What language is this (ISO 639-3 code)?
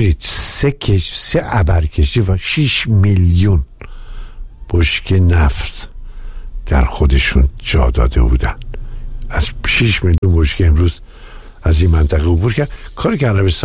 fas